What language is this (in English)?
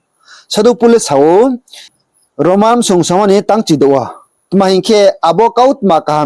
Riang (India)